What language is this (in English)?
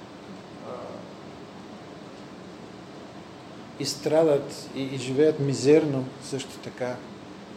Bulgarian